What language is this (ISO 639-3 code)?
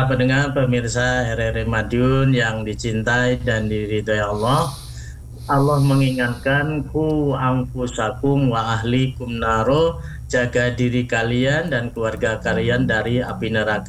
ind